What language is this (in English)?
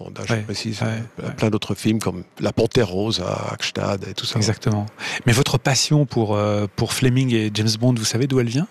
French